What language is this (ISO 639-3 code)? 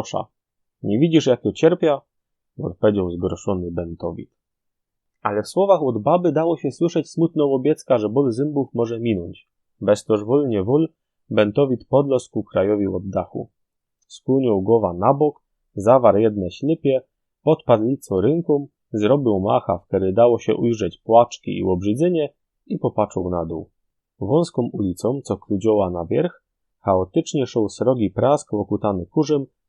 szl